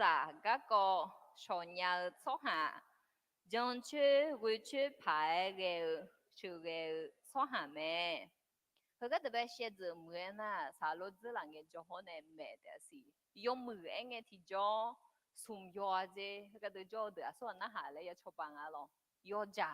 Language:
Akha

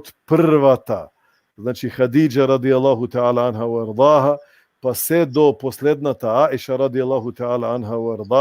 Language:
Balkan Romani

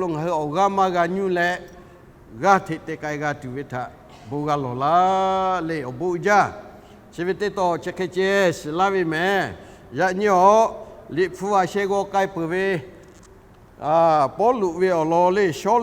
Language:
Lahu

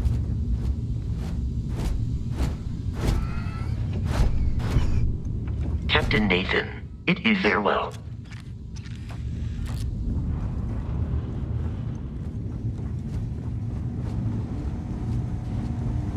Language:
English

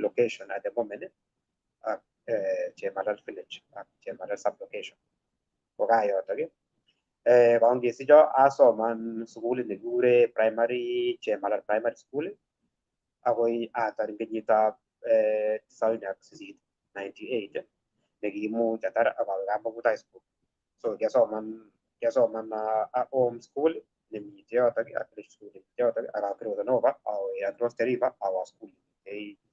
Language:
Kalenjin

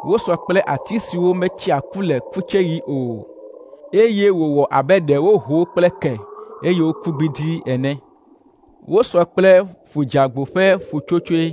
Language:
Ewe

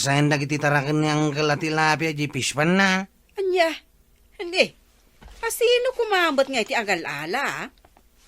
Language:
Iloko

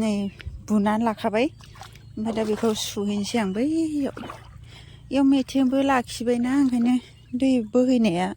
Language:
Bodo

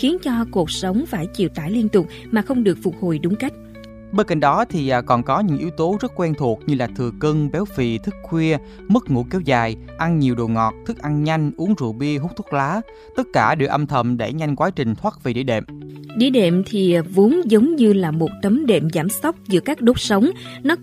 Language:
Vietnamese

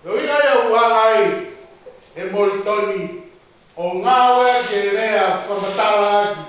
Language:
Tongan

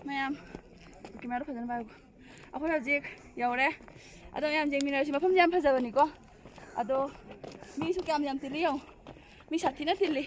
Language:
Manipuri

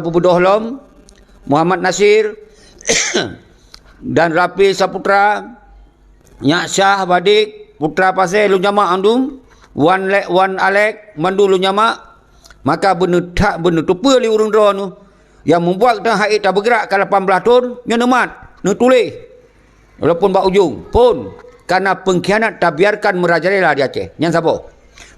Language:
Achinese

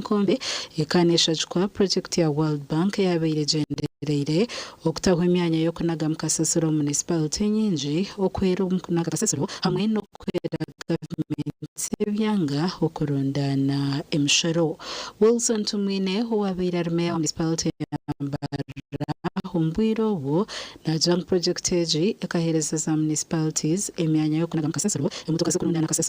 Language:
Nyankole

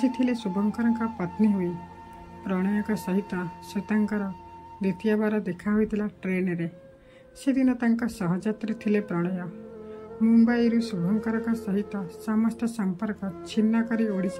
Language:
Odia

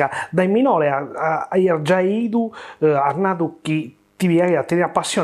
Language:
Sardinian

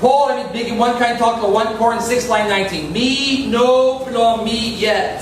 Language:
Tok Pisin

